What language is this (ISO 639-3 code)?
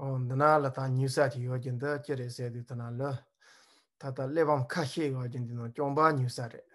bod